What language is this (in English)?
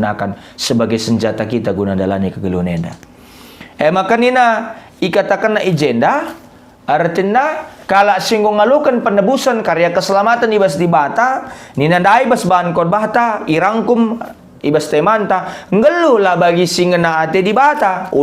Batak Karo